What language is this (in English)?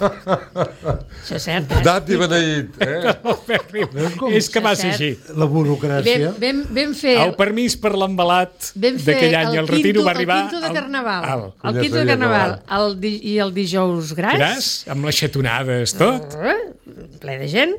Catalan